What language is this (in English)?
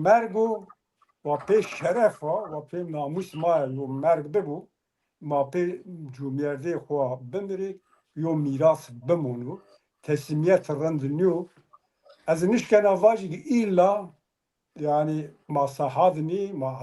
Zaza